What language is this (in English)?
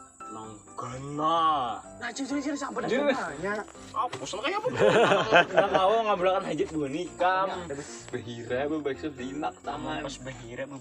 Banjar